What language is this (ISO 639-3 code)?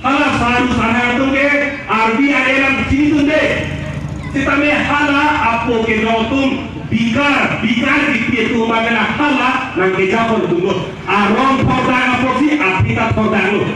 mjw